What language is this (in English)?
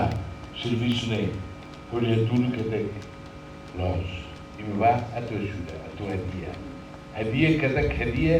Tetum